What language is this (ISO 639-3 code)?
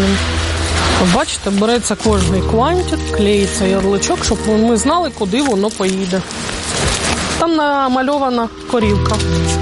ukr